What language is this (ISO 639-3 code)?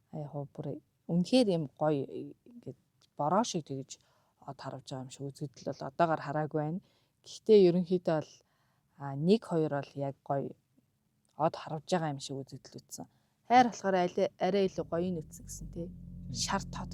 mon